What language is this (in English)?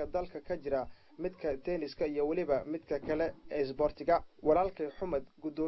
Somali